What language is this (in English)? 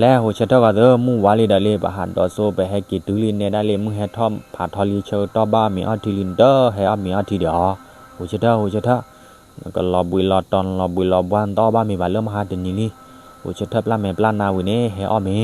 S'gaw Karen